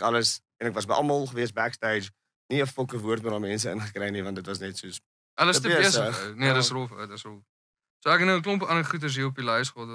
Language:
Afrikaans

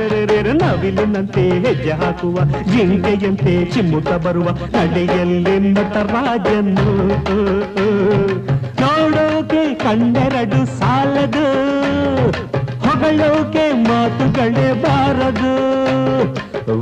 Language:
Kannada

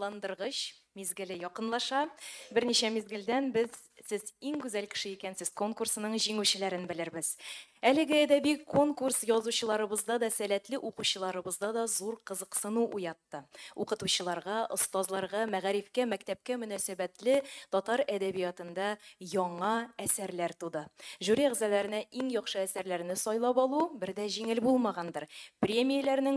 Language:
Tatar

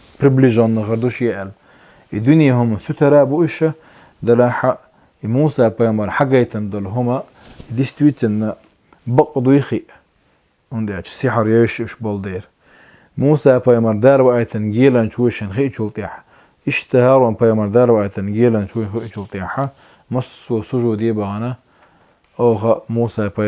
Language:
Chechen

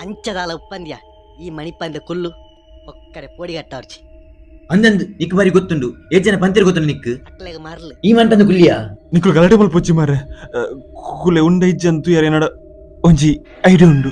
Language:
Tulu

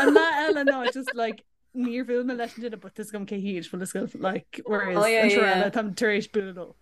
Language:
Irish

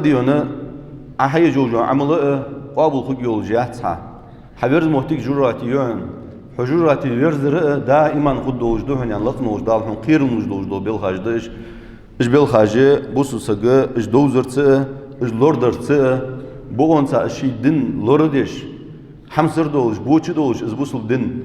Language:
Ingush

